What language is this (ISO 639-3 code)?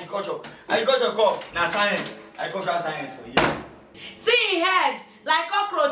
pcm